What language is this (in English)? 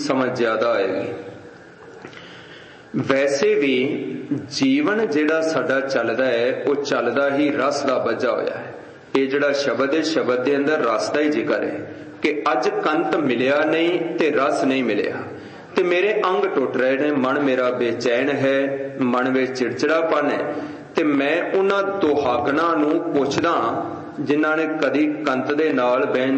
Punjabi